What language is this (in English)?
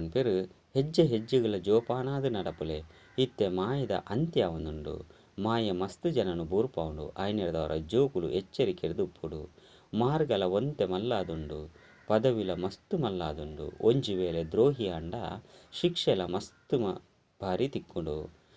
Tulu